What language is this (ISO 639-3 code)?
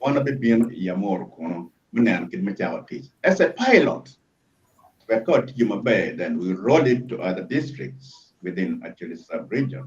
ach